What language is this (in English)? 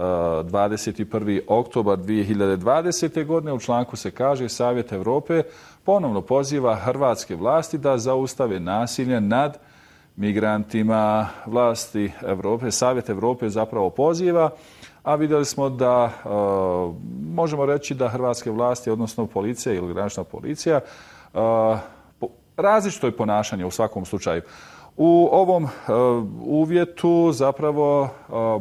Bosnian